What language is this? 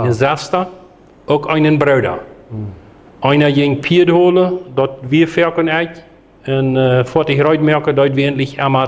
Plautdietsch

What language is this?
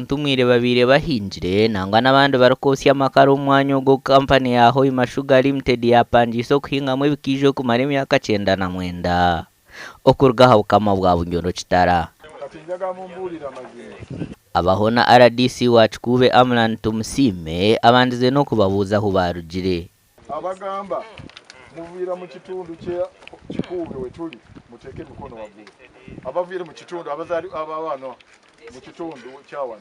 Nyankole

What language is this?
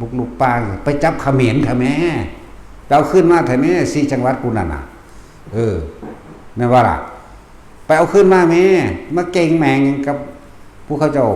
Northeastern Thai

